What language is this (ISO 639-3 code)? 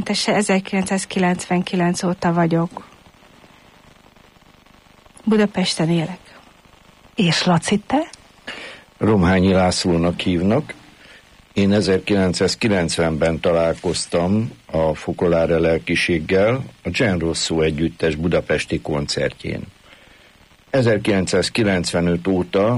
hun